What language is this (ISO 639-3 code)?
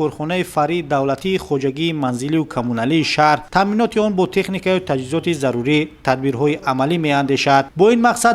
tgk